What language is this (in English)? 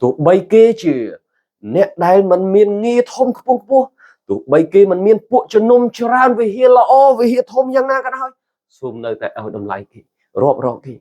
Khmer